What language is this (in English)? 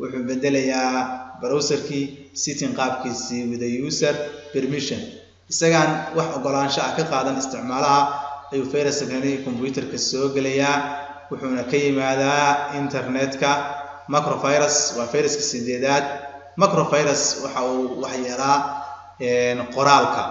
Somali